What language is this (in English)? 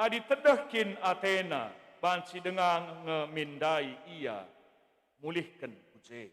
Batak Karo